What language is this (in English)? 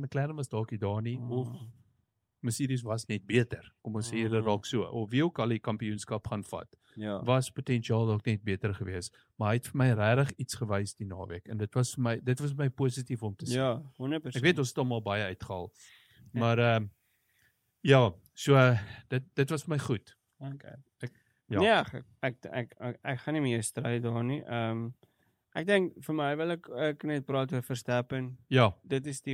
Afrikaans